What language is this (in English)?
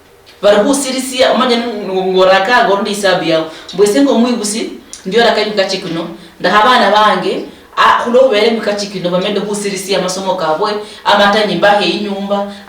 Luyia